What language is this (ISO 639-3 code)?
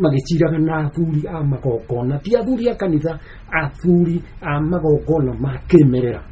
kik